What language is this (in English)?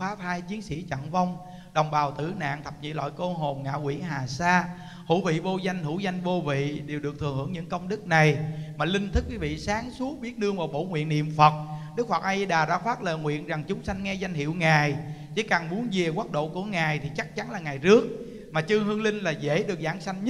Vietnamese